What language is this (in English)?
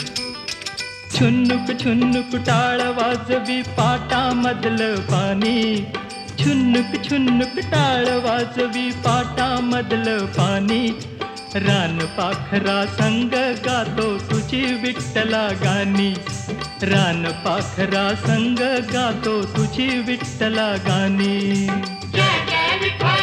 Marathi